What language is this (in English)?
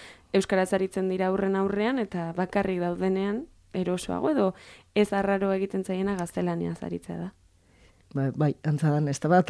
Basque